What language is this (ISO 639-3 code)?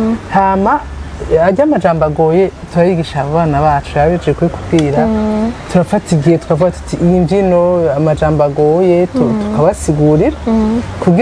run